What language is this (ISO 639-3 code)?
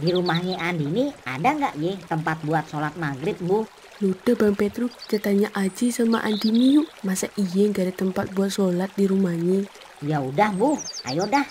bew